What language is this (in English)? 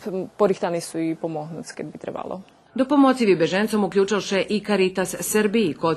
Rusyn